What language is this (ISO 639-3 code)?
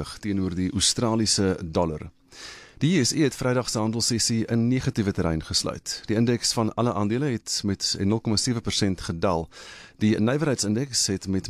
afr